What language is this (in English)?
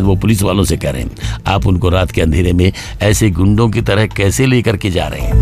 Hindi